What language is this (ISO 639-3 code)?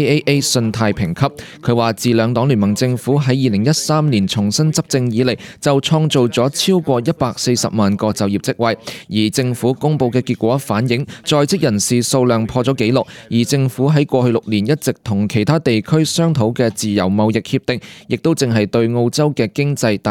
yue